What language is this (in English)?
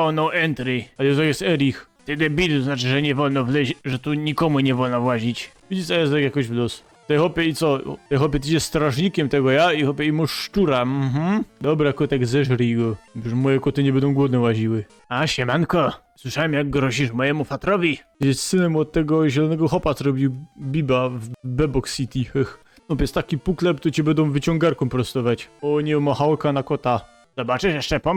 Silesian